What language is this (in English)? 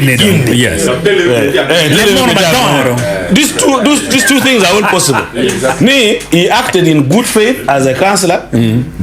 Acoli